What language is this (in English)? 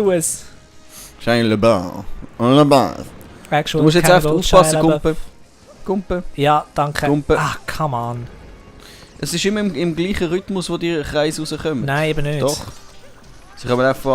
Swiss German